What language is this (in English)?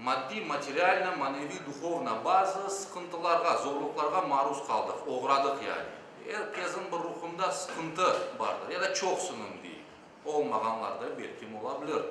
Crimean Tatar